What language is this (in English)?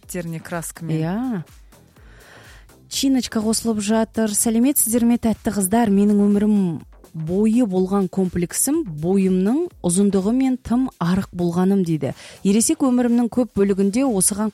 Kazakh